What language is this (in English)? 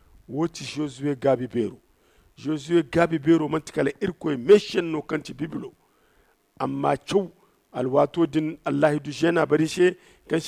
Zarma